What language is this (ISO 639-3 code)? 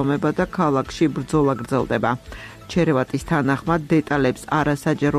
kat